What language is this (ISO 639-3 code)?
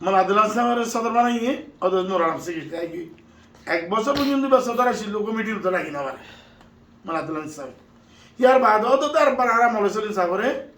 rhg